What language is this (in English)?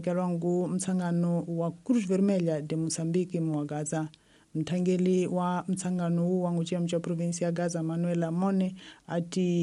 Tsonga